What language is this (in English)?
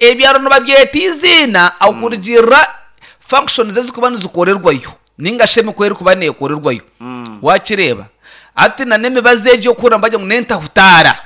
Nyankole